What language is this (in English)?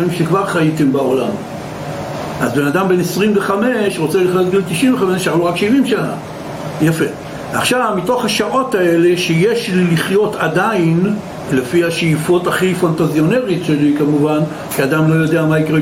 Hebrew